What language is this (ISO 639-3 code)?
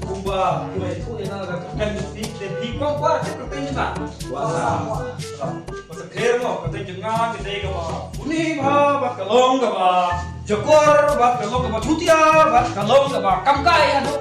kha